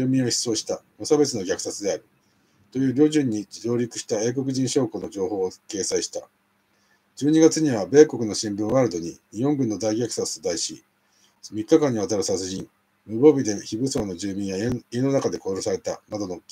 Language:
Japanese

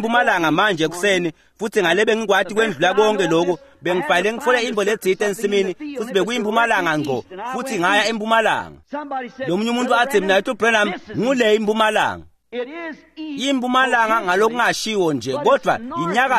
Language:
Swati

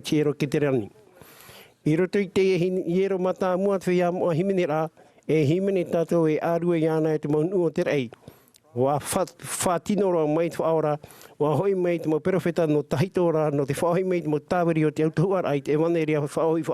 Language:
Tahitian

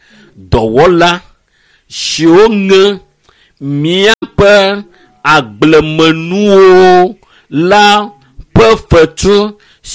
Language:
Ewe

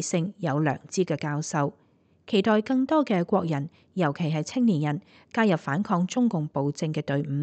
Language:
Cantonese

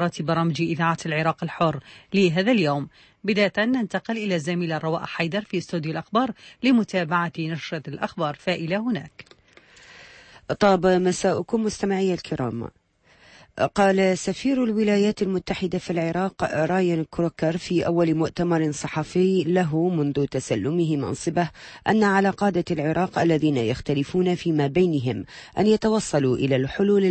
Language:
Arabic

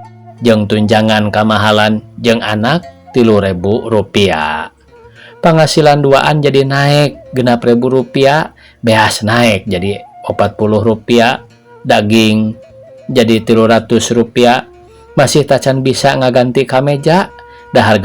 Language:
Sundanese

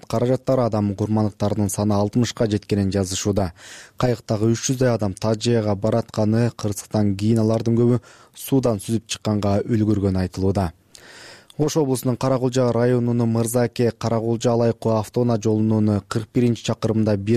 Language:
Kyrgyz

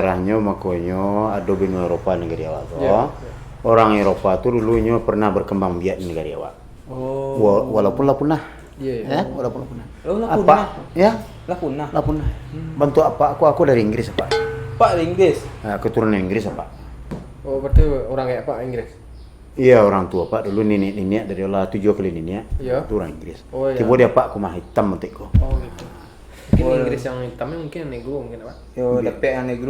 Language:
Minangkabau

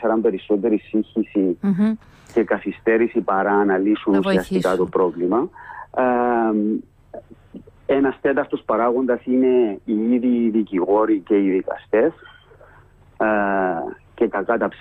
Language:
Greek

